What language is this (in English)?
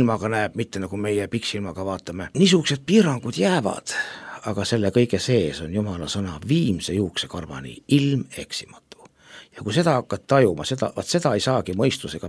Estonian